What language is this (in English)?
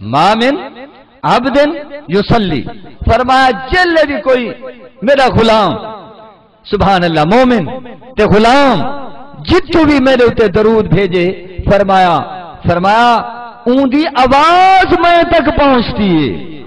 Saraiki